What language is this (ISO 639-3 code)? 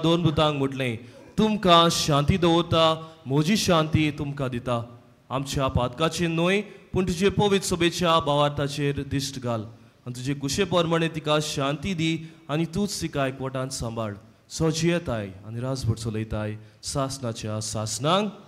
kok